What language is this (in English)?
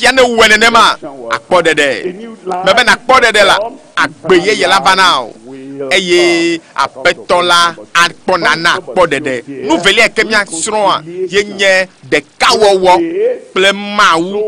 Ewe